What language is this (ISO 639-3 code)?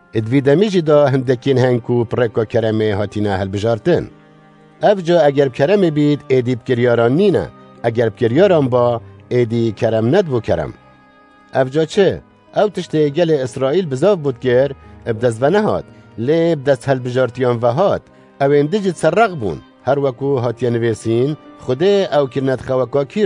kur